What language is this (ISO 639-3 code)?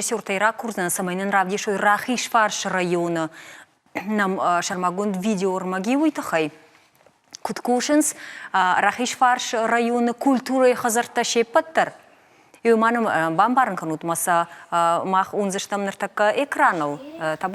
oss